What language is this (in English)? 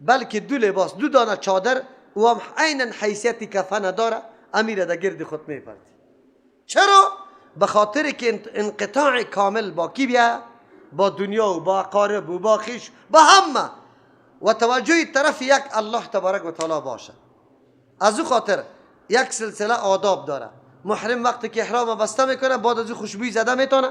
Persian